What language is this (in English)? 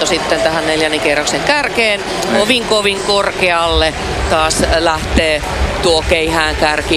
Finnish